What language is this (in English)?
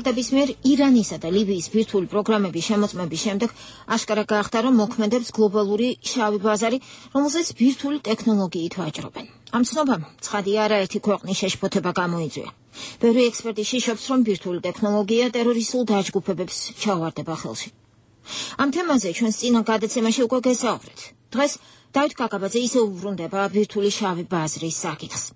Georgian